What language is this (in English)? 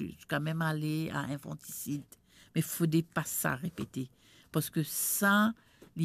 Morisyen